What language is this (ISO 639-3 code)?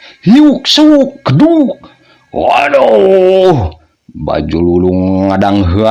sun